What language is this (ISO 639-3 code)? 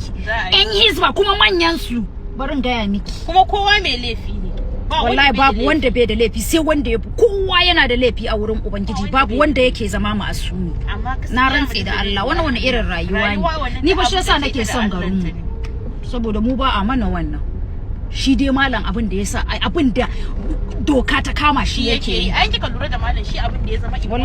hau